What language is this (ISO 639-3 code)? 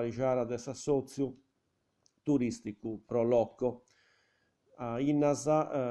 srd